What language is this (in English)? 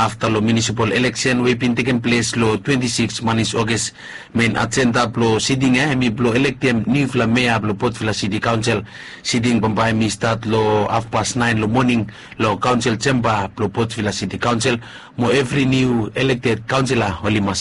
Bislama